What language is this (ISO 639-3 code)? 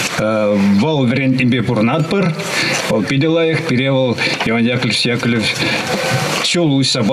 chv